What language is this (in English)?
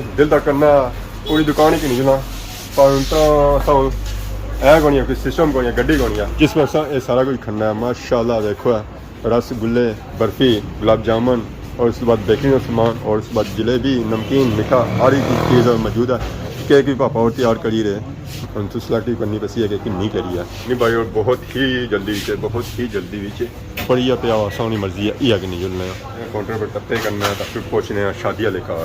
Pahari-Potwari